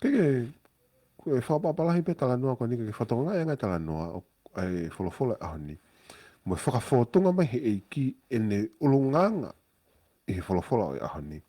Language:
Tongan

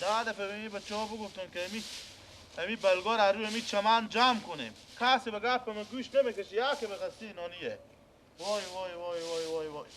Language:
Persian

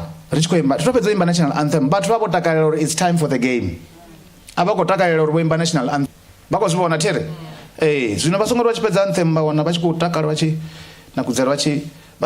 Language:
Venda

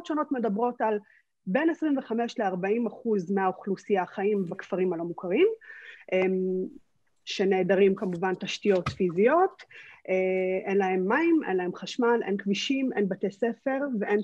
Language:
Hebrew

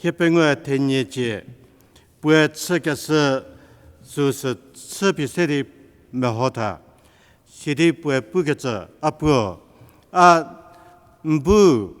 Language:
Angami Naga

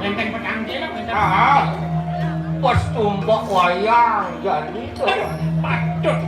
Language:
Balinese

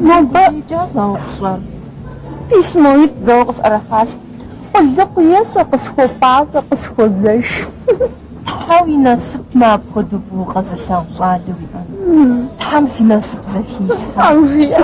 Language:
Kabardian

